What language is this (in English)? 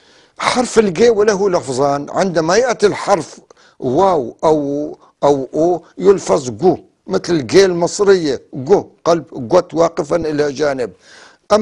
North Levantine Arabic